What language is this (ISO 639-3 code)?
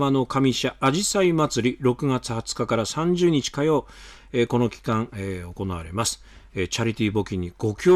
jpn